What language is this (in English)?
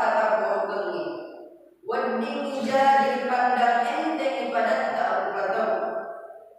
Buginese